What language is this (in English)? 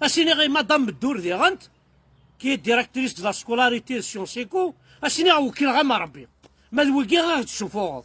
Kabyle